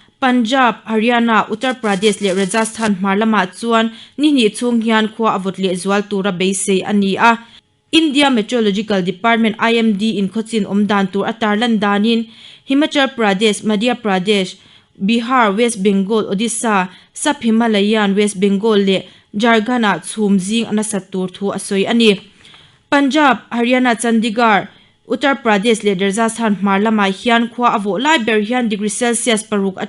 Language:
Mizo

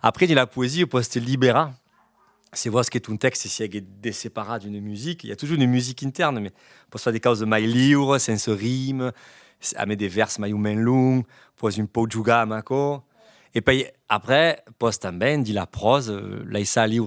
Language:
Occitan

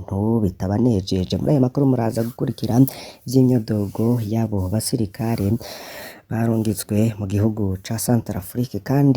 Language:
Rundi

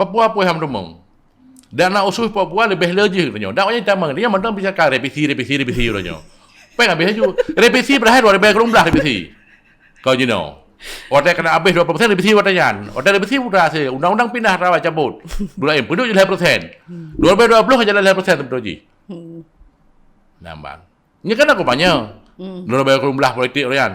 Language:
Achinese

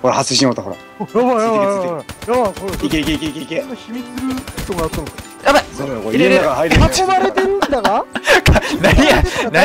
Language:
Japanese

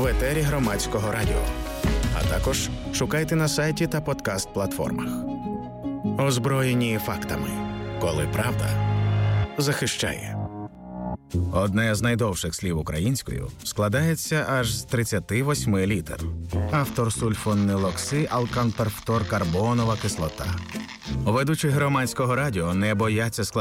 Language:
Ukrainian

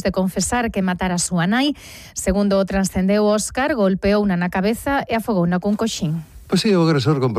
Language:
Galician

